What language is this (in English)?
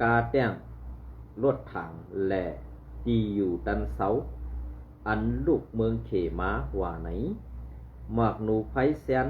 Shan